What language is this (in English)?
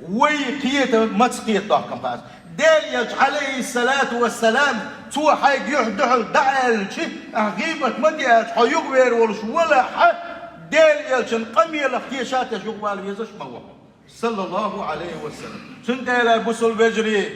Chechen